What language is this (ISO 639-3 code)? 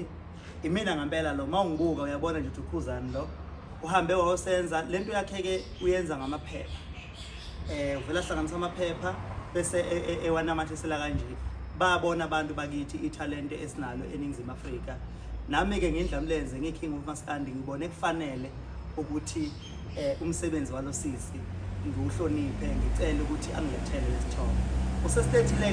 zul